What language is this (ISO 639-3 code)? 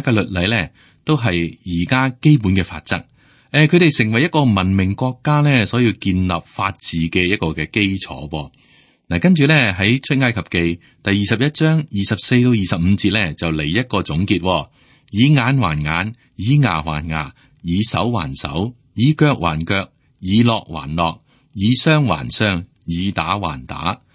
yue